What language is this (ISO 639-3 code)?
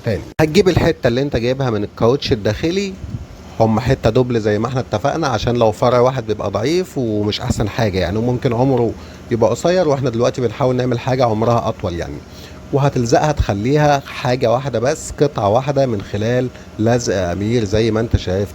arz